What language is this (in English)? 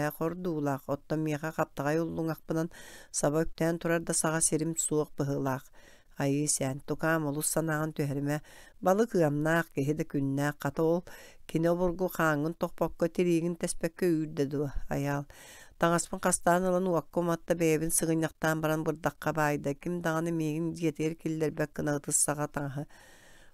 Yakut